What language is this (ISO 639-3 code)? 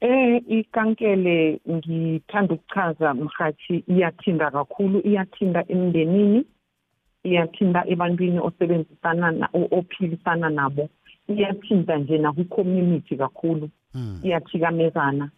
nbl